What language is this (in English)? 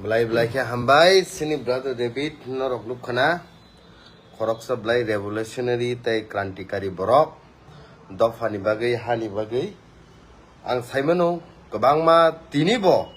Kok Borok